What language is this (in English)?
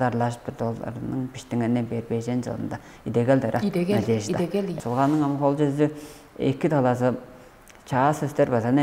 Tuvinian